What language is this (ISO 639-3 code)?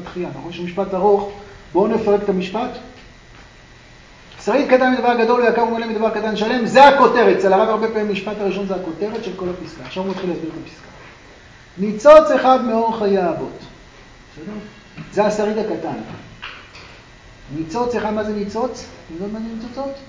heb